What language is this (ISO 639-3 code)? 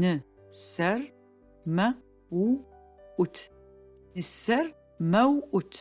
ady